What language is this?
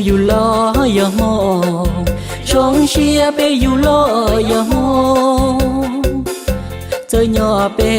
Hmong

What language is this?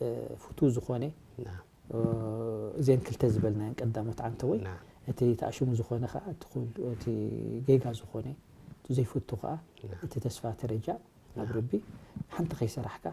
Tigrinya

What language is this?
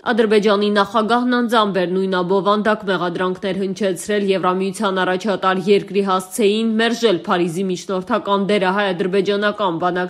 Armenian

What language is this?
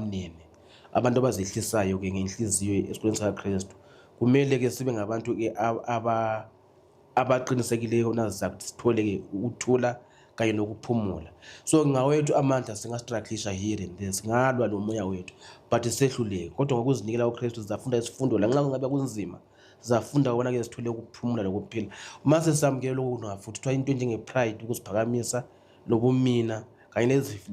Zulu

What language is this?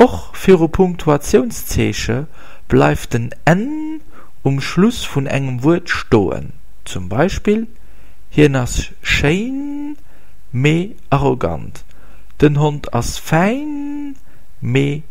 Luxembourgish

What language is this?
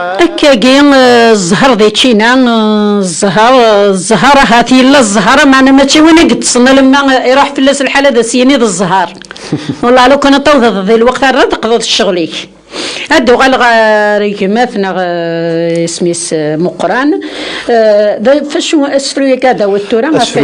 Kabyle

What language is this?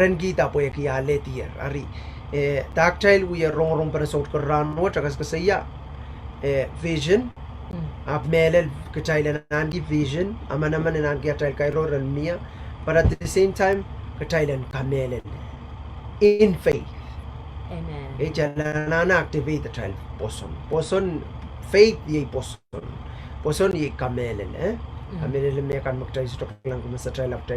Pohnpeian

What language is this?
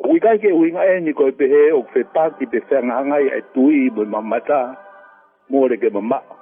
Tongan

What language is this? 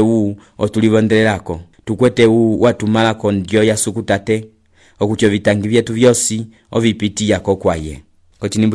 Umbundu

